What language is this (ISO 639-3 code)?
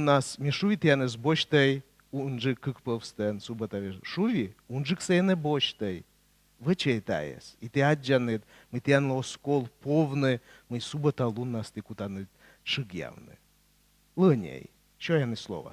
kom